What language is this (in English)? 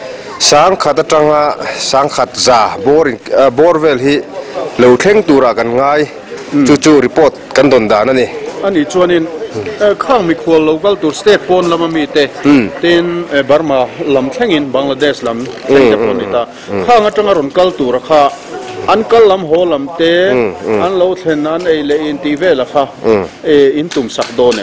Mizo